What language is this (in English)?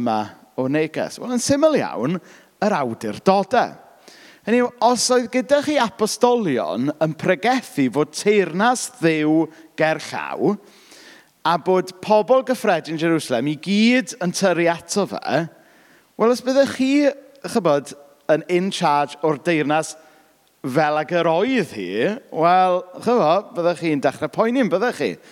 Welsh